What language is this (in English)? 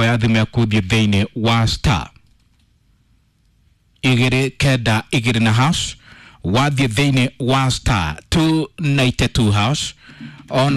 Kikuyu